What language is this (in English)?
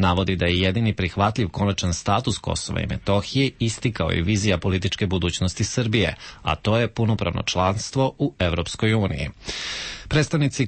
Serbian